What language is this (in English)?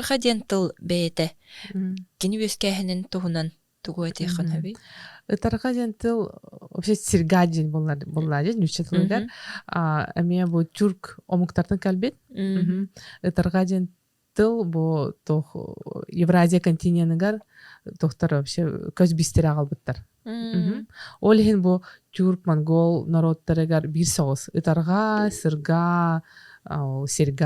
Yakut